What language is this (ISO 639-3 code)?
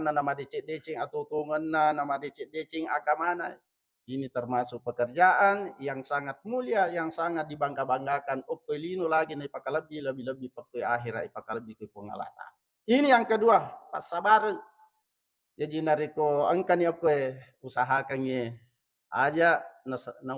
bug